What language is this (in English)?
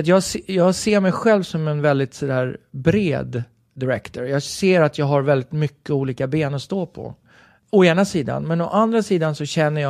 Swedish